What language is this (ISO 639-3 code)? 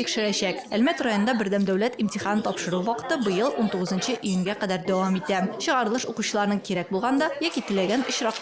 tat